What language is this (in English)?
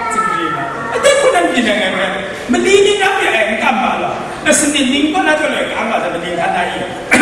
Kachin